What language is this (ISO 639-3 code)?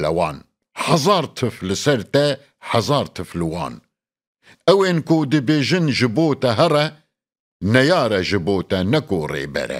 kur